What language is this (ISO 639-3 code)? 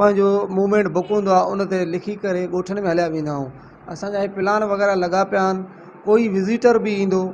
snd